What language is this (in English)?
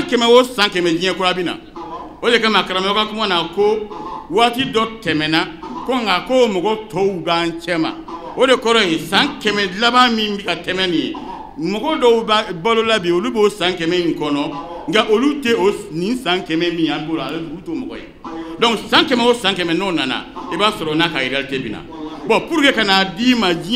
Bambara